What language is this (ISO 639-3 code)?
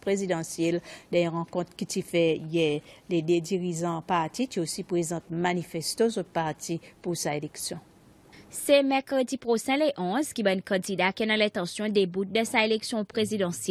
crs